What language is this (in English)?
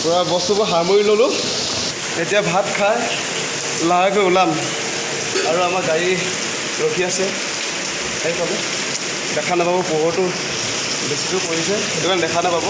Assamese